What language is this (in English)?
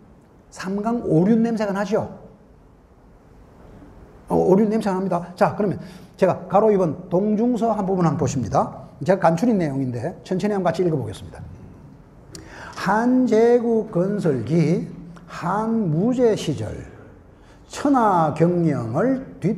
Korean